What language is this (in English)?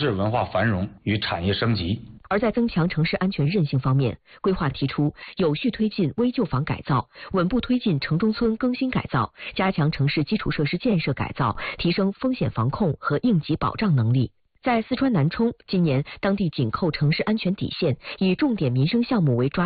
Chinese